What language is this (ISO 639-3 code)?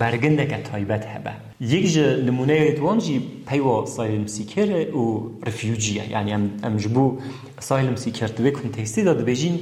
kur